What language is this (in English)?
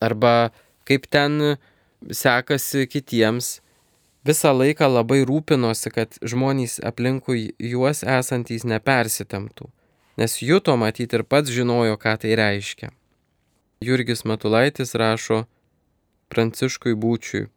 Lithuanian